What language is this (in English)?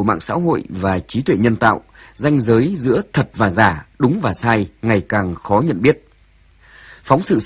Vietnamese